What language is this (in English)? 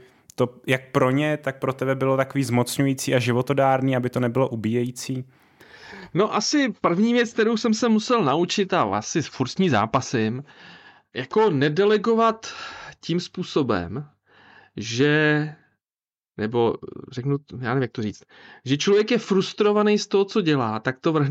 Czech